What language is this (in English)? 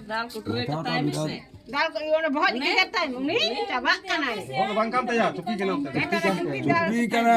Santali